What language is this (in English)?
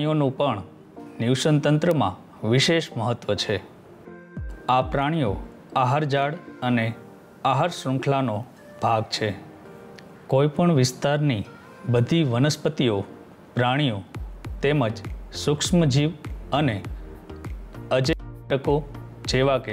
Gujarati